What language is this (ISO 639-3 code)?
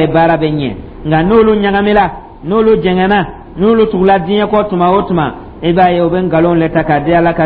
dyu